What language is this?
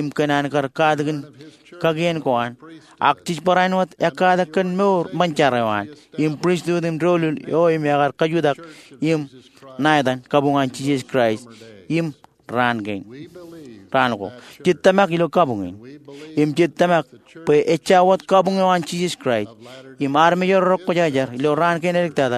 Marshallese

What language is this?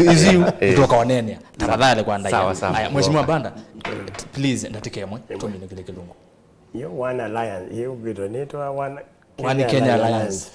Kamba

